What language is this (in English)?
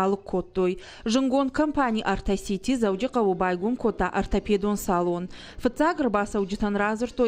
Ossetic